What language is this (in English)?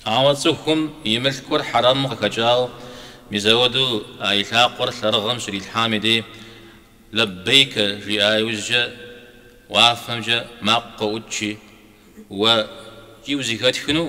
Kabardian